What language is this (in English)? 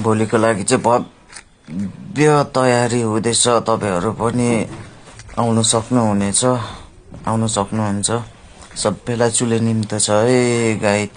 Nepali